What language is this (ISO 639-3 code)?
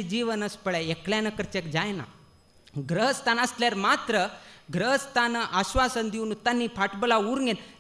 kok